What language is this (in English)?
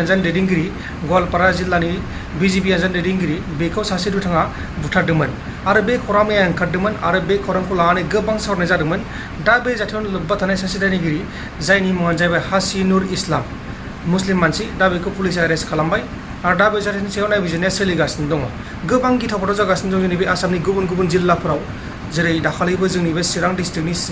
Bodo